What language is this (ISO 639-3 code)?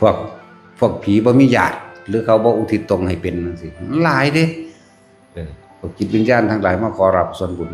tts